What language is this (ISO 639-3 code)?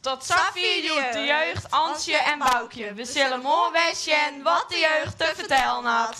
fry